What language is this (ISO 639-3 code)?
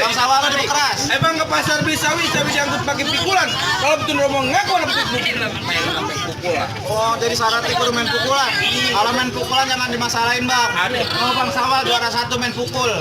bew